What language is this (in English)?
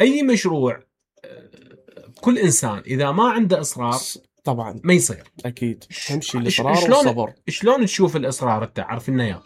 Mesopotamian Arabic